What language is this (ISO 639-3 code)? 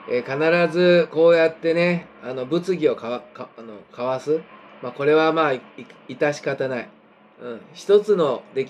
jpn